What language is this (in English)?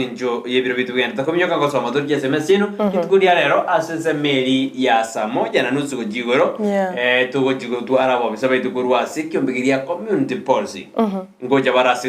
Gusii